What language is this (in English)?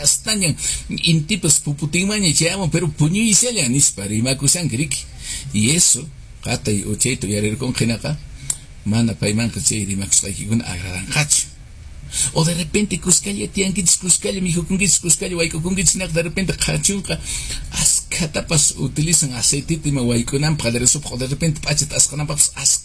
Quechua